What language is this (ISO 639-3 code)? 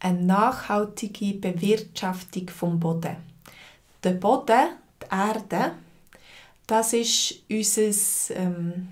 gsw